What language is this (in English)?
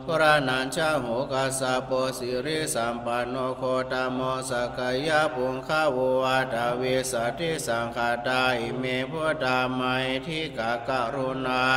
Pali